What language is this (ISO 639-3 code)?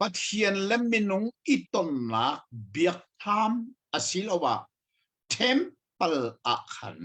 cnh